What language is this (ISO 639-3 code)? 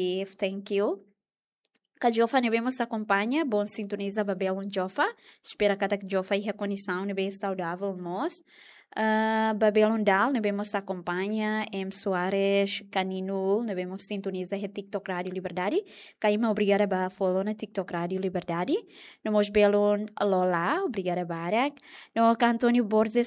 tet